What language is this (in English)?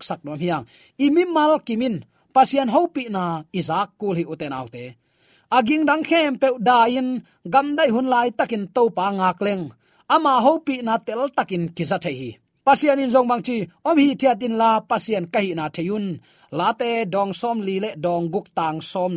Tedim Chin